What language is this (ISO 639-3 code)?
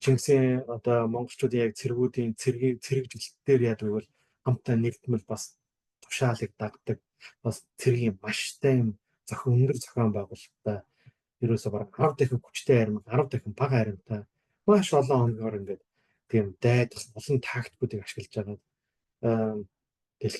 mon